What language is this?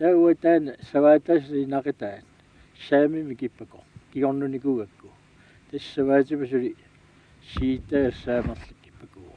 Kalaallisut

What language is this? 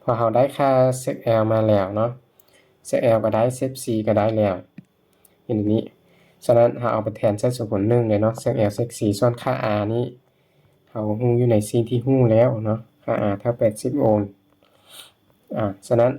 Lao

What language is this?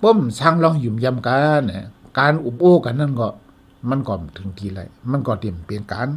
Shan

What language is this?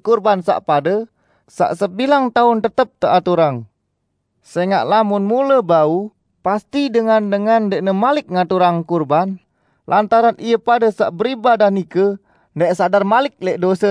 Sasak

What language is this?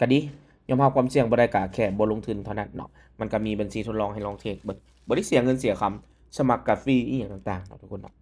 Lao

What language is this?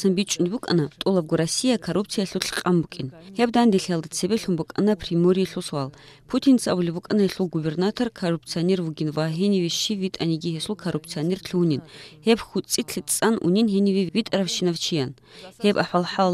Avaric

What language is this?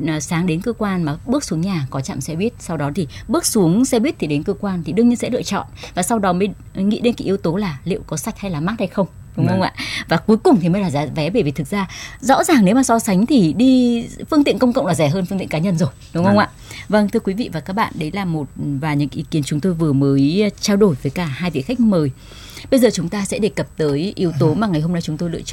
Vietnamese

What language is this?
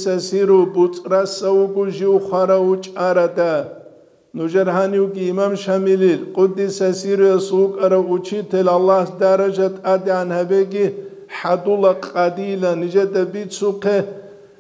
Avaric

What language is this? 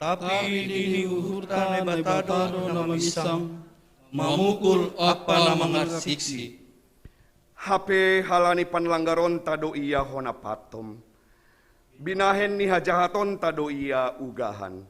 Batak Simalungun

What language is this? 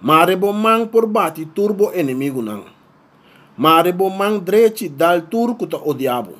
Papiamento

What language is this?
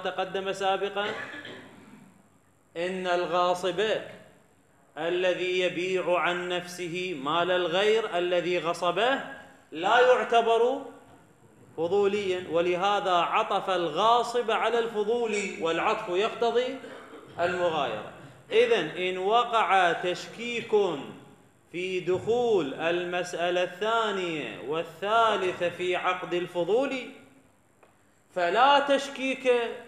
Arabic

